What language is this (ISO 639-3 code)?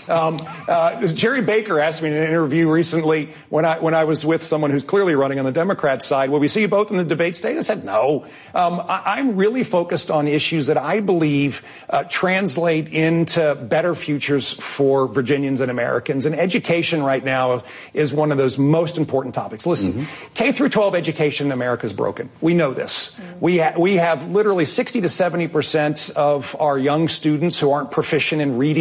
eng